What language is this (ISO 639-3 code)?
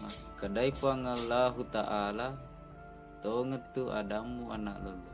bug